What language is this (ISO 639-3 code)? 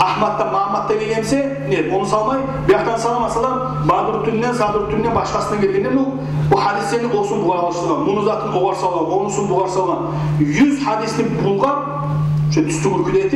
kum